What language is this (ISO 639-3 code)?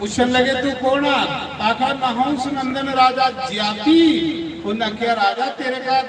doi